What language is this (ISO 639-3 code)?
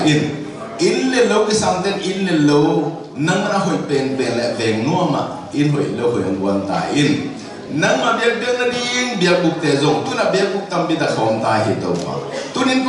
ctd